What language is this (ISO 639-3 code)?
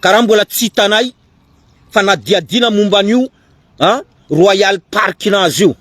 mlg